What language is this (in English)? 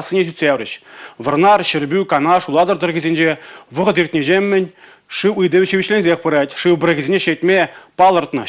Chuvash